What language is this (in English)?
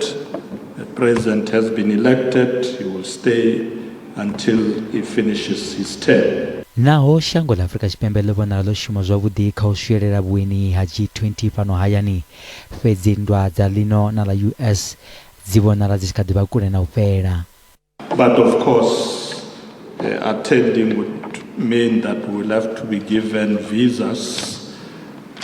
Venda